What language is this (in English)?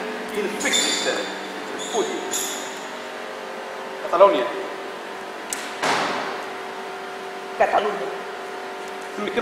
Catalan